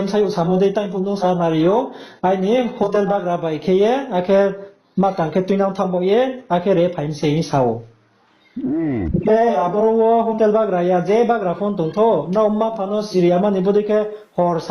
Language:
Riang (India)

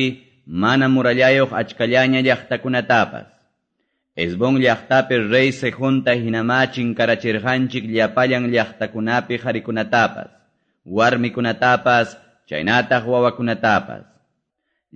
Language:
Quechua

